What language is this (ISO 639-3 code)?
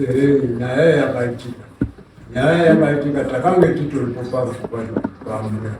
sna